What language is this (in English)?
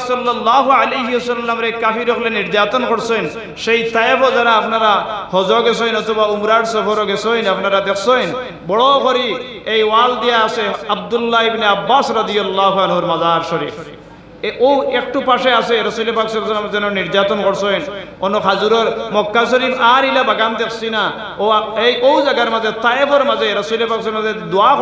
Sylheti